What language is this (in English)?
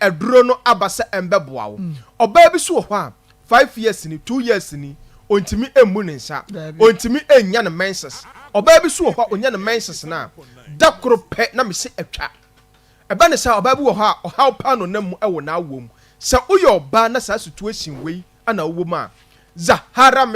Akan